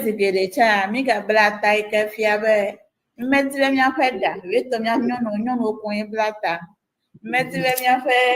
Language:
Ewe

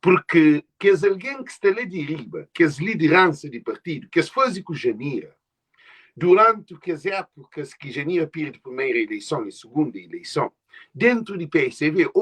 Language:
Kabuverdianu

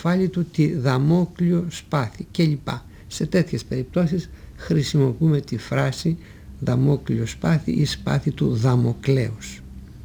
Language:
Greek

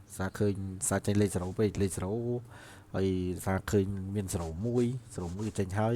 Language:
Khmer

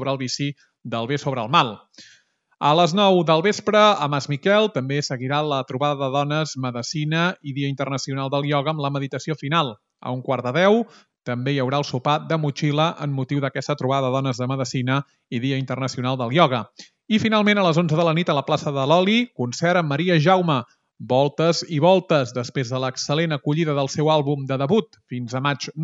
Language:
Catalan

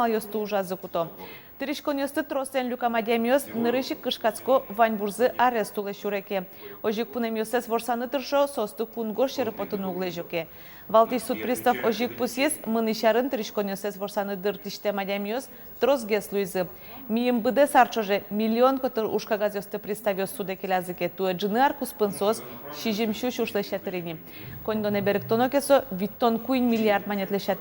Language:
Udmurt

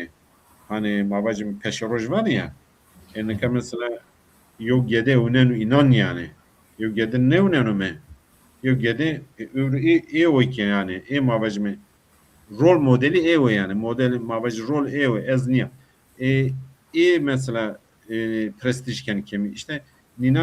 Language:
Zaza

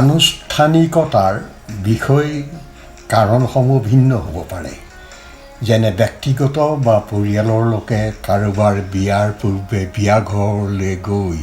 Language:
Assamese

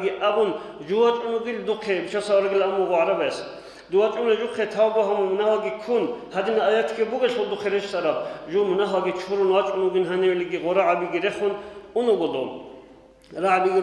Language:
Avaric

